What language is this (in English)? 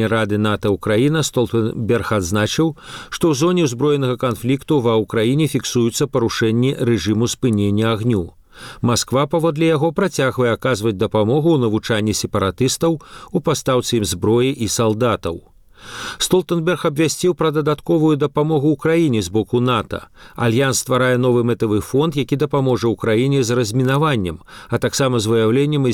Belarusian